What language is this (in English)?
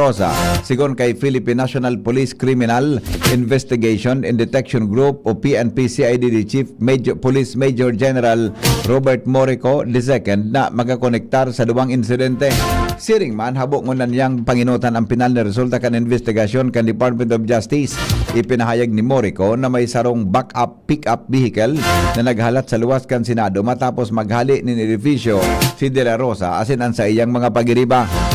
Bikol